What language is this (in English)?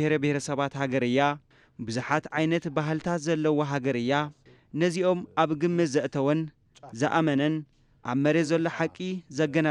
Tigrinya